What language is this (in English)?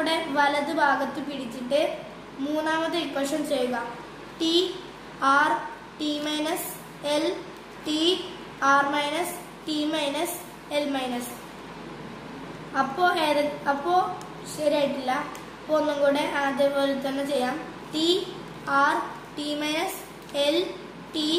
Malayalam